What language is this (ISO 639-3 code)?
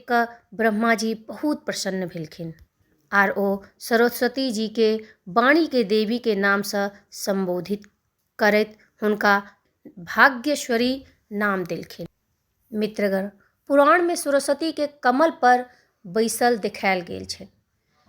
mai